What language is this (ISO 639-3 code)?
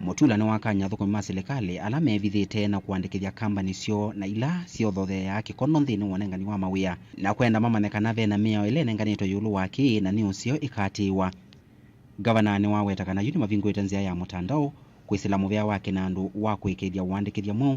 kam